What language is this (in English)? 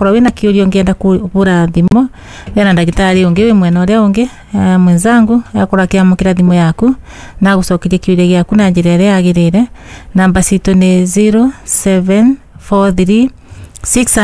Kikuyu